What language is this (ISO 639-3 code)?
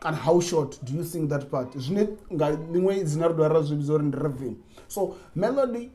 ven